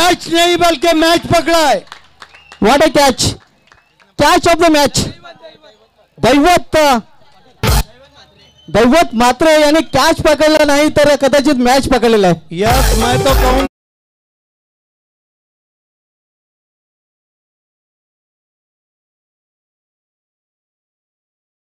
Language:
Marathi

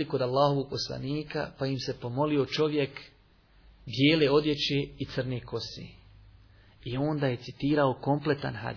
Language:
Bosnian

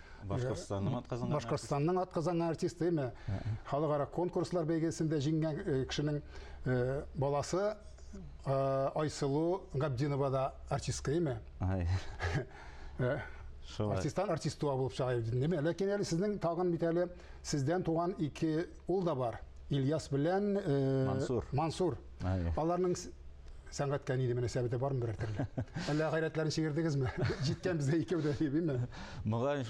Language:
Tatar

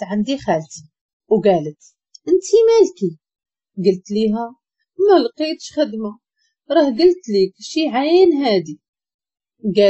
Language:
Moroccan Arabic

